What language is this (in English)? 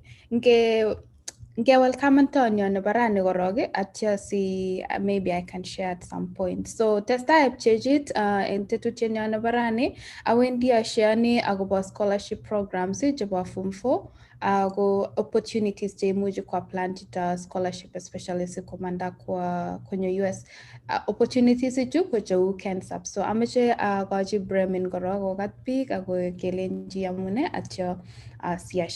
Kalenjin